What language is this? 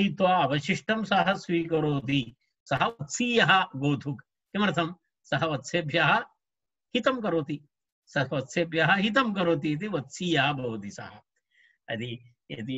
Sanskrit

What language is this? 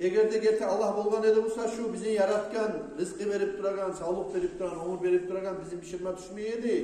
Kumyk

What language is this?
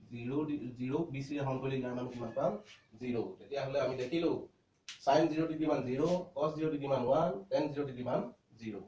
Assamese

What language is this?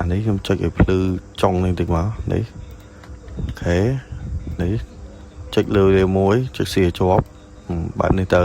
Khmer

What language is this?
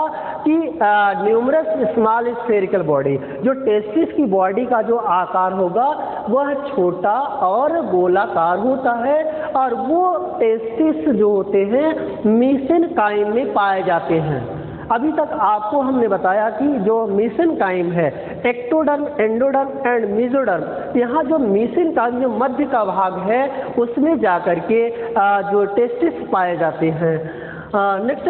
Hindi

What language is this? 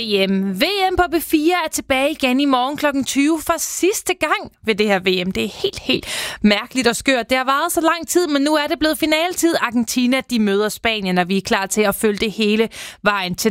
Danish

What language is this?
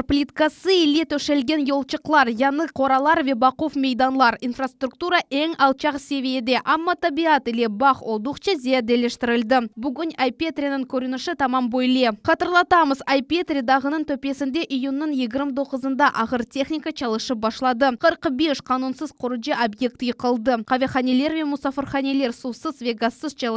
Crimean Tatar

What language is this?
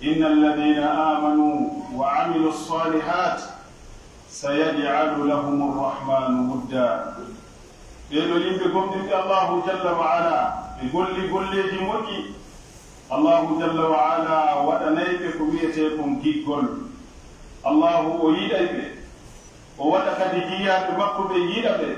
Pular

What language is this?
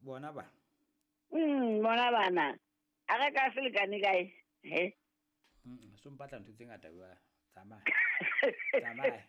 Southern Sotho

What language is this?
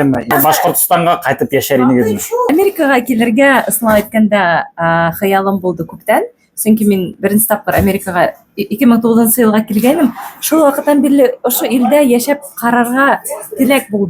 Bashkir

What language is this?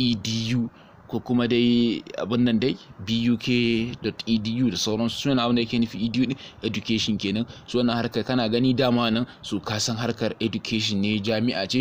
Hausa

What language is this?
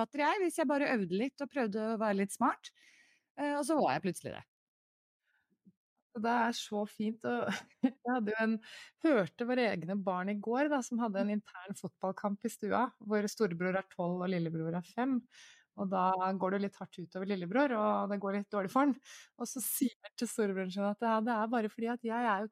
Norwegian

